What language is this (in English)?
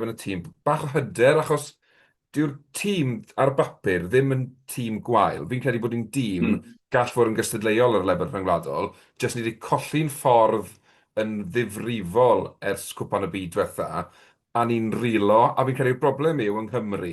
Welsh